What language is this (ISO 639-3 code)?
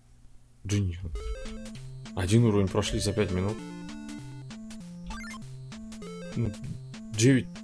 rus